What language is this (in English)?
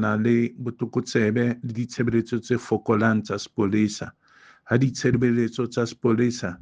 Southern Sotho